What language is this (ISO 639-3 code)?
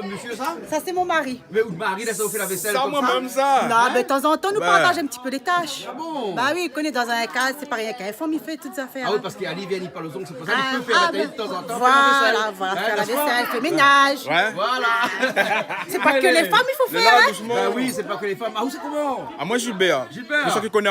rcf